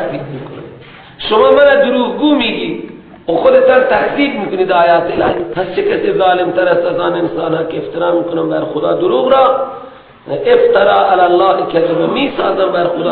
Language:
Persian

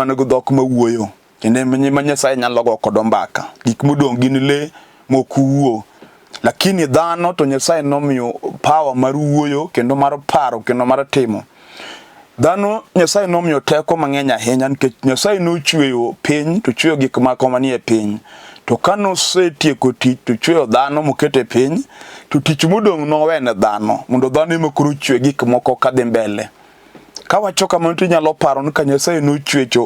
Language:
Luo (Kenya and Tanzania)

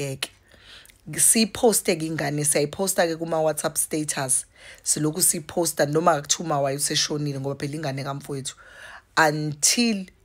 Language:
Zulu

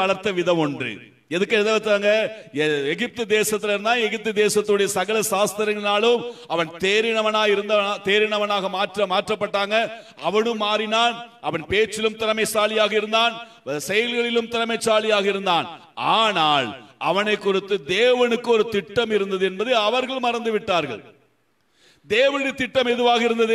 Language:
Tamil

